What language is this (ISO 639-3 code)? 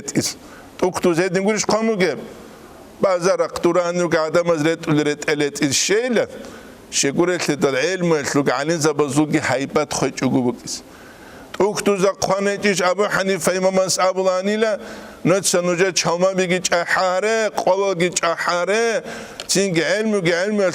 ava